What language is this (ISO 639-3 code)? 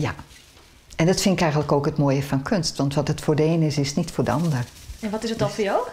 fry